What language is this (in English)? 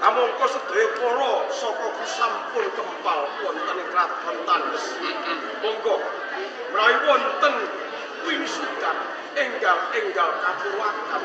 Javanese